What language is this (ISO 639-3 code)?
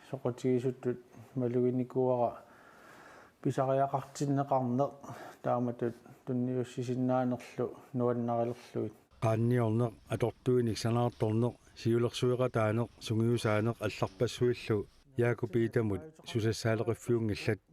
kal